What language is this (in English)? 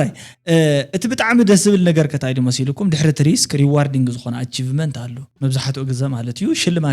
Tigrinya